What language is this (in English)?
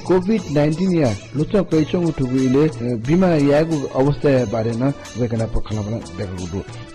Newari